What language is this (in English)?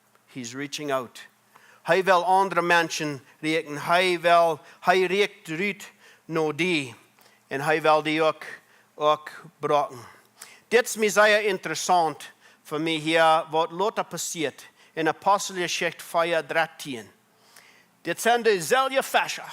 Plautdietsch